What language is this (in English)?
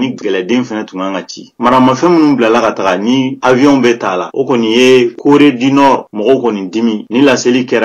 Bambara